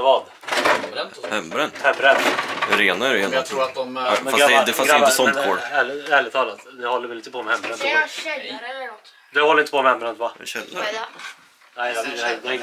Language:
Swedish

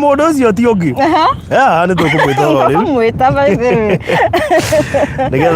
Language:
Kikuyu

